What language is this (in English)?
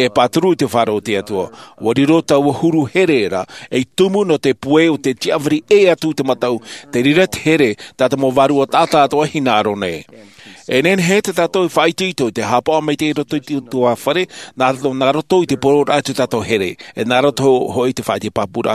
Tahitian